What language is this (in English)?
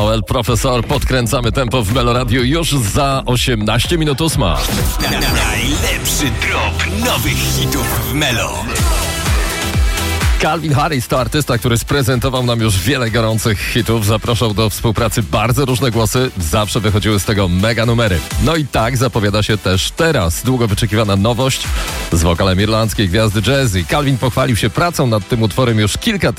Polish